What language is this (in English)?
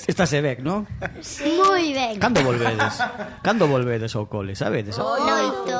Galician